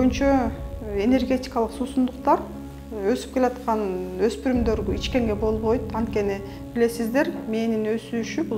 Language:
Kyrgyz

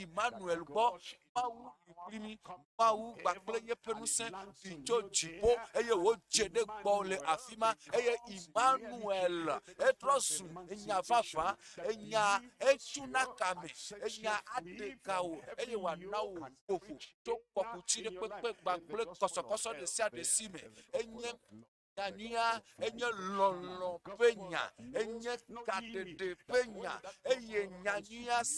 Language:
Ewe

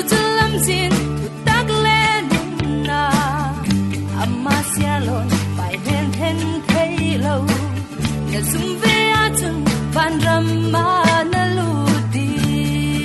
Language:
Falam Chin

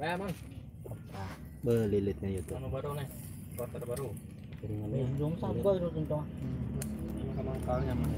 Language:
Banjar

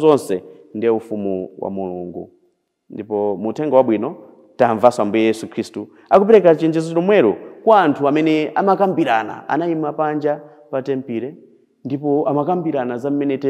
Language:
Nyanja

